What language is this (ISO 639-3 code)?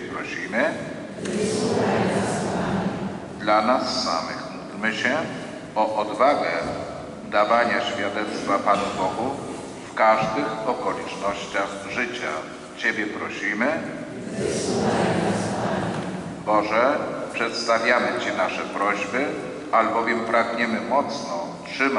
pol